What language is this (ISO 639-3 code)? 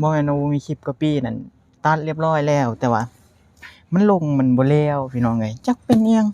lao